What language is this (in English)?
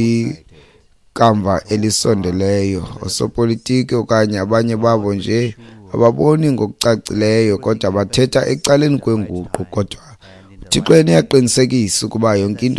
Xhosa